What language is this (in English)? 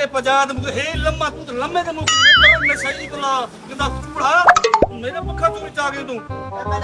Saraiki